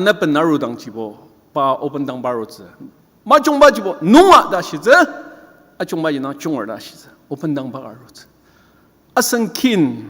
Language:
Ao Naga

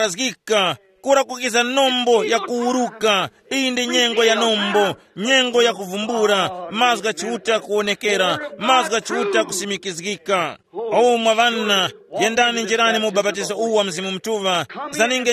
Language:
Tumbuka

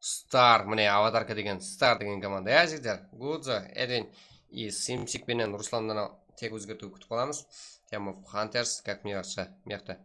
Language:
Kara-Kalpak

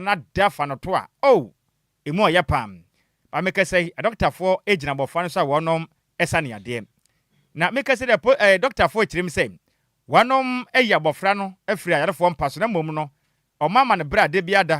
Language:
Akan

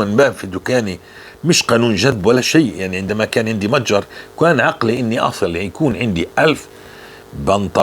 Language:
North Levantine Arabic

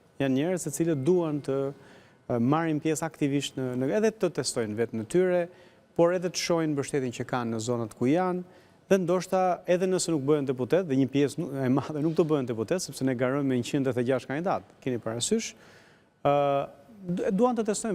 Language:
Albanian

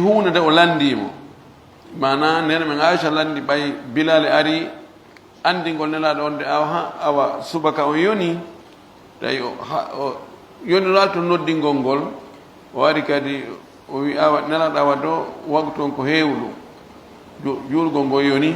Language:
Pular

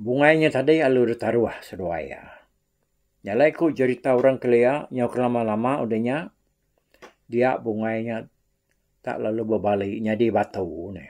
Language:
Iban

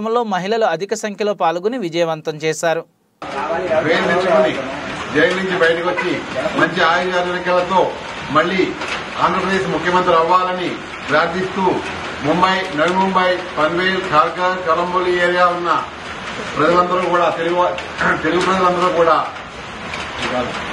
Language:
Telugu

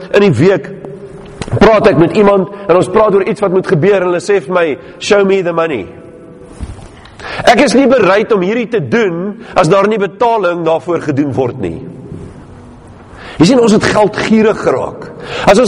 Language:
Afrikaans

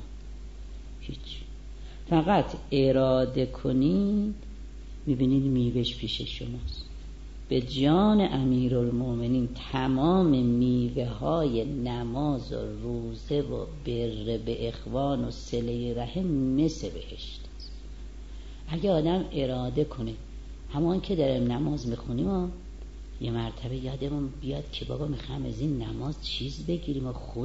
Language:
Persian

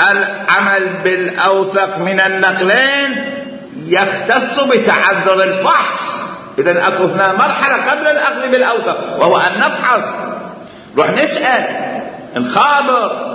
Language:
Mesopotamian Arabic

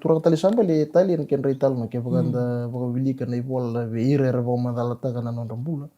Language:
Fijian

